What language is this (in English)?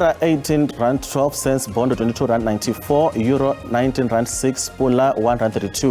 Venda